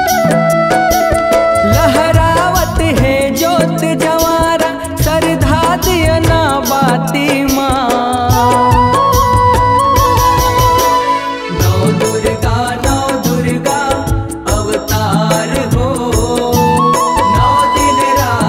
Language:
Chhattisgarhi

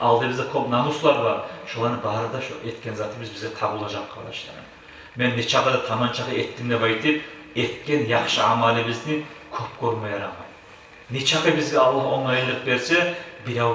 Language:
Kumyk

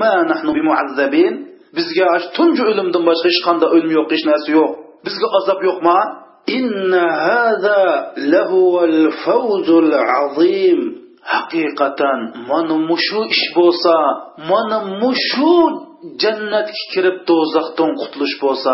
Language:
Uyghur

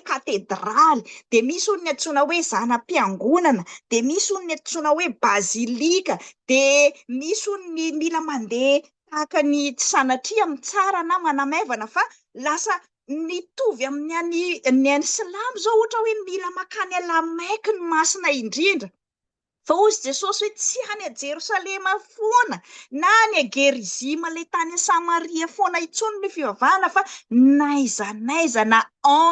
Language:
Malagasy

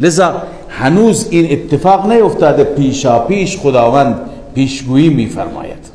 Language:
Persian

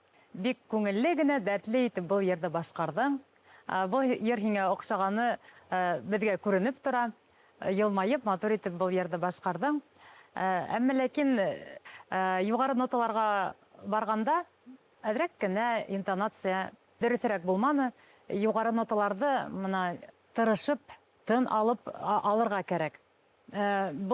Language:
Bashkir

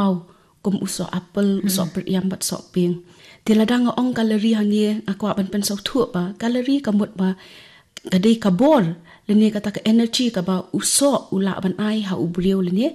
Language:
Khasi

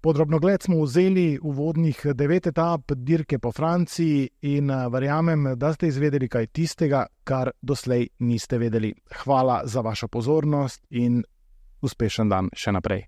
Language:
Slovenian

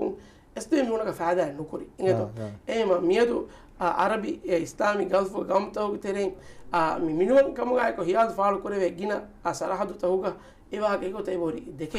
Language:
Divehi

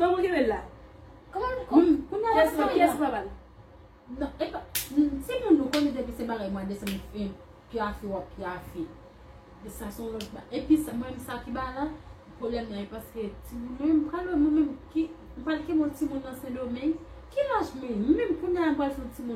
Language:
Haitian Creole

